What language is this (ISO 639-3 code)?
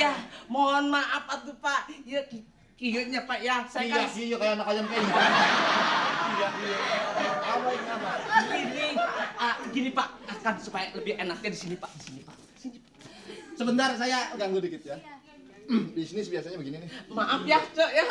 bew